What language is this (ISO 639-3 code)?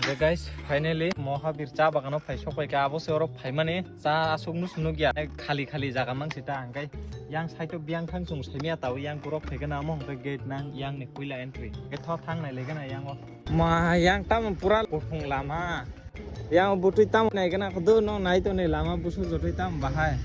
trp